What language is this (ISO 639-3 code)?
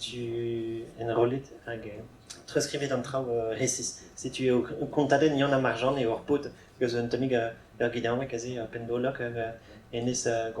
bre